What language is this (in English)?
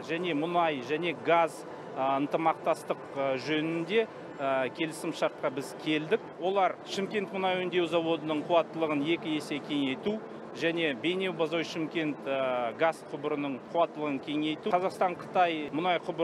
Kazakh